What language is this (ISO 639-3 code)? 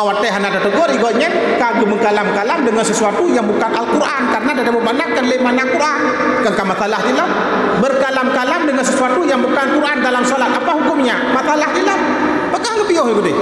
ace